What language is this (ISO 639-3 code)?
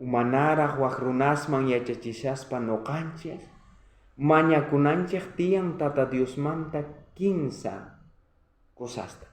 quh